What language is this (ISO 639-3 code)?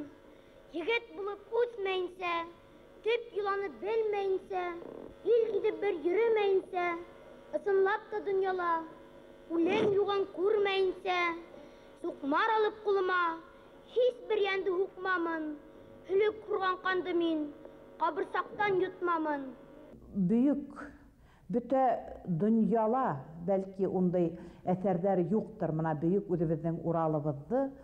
bak